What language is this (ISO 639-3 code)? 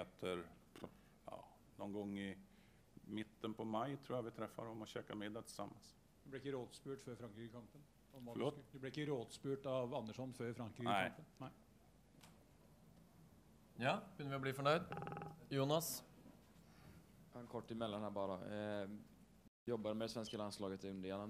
swe